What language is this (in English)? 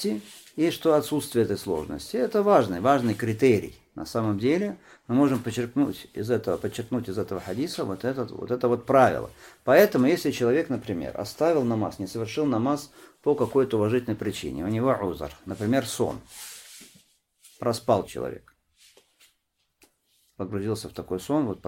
Russian